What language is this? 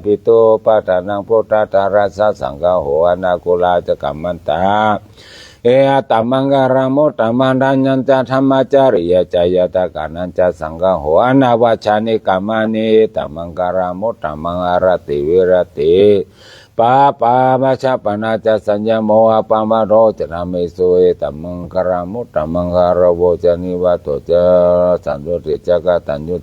Pali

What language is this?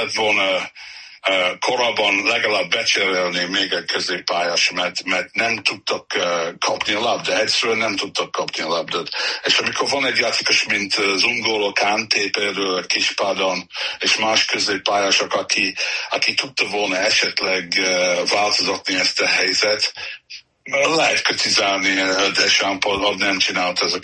Hungarian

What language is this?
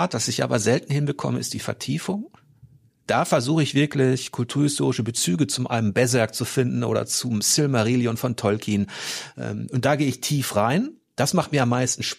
German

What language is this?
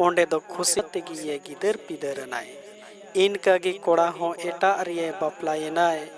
Santali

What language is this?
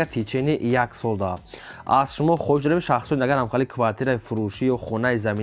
Tajik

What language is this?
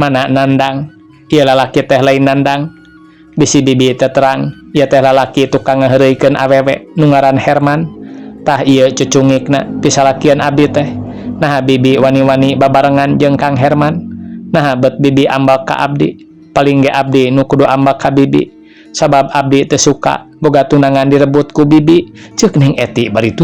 Sundanese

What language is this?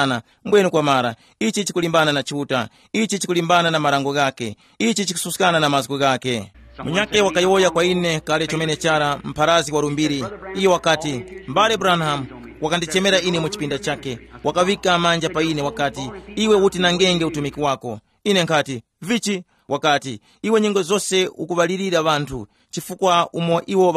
Tumbuka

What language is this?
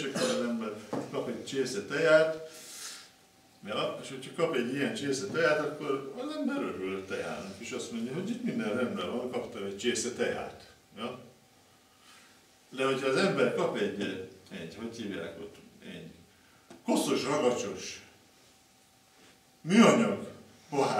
Hungarian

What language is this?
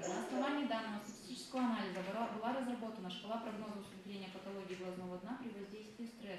Russian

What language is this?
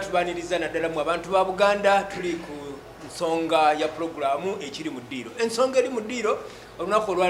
Ganda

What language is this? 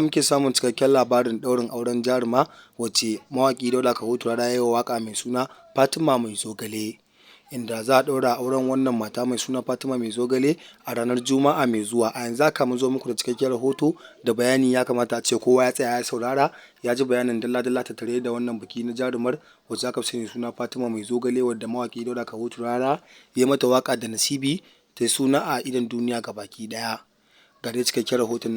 Hausa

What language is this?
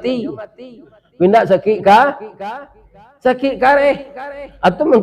Minangkabau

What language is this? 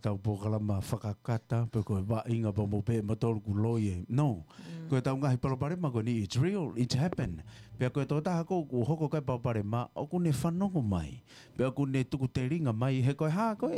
Tongan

